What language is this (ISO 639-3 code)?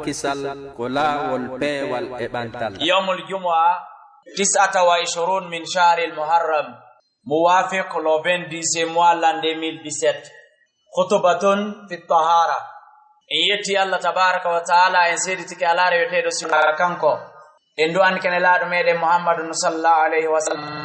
ful